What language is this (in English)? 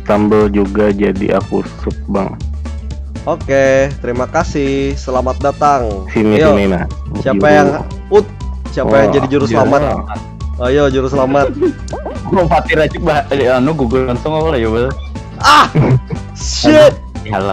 Banjar